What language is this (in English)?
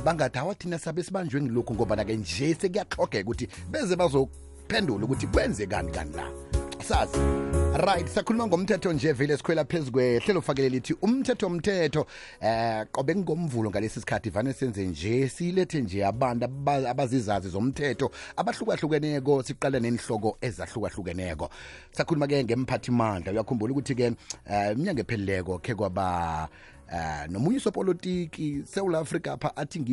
South Ndebele